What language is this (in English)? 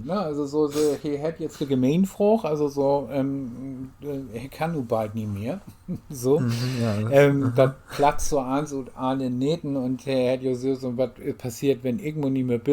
Low German